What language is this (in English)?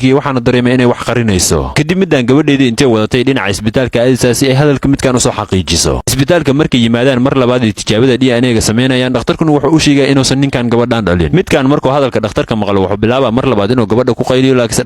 Somali